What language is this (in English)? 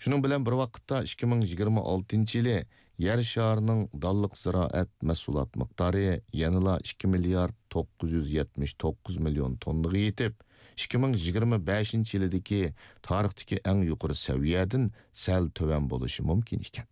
Uyghur